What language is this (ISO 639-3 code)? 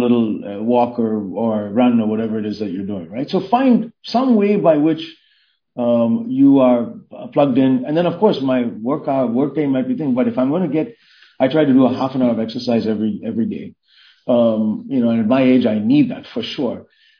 eng